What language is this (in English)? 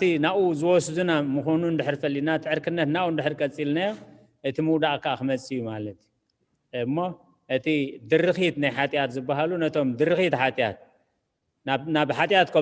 Tigrinya